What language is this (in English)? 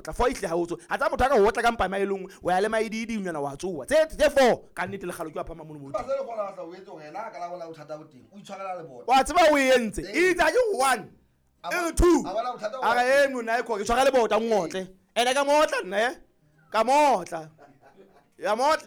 Southern Sotho